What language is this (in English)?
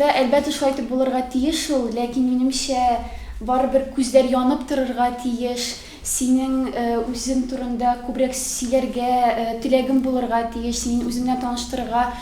Tatar